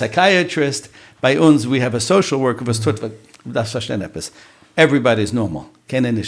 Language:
Yiddish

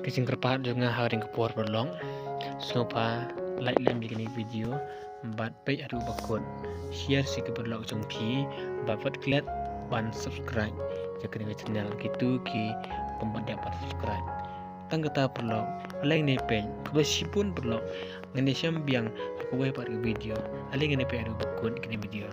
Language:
Khasi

